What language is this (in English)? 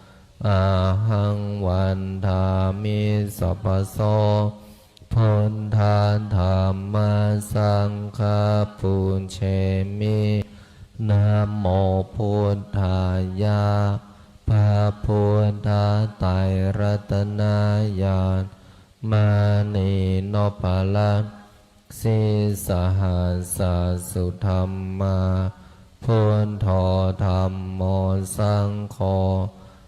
Pali